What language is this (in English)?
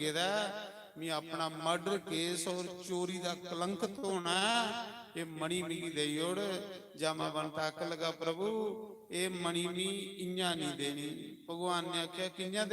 Dogri